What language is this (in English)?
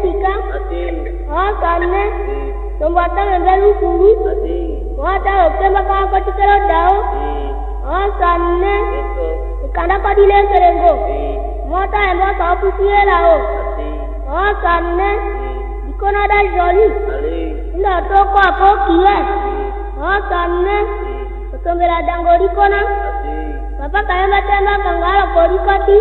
Tetela